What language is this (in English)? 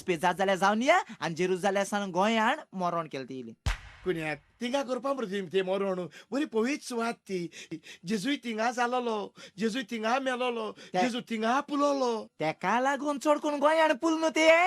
Konkani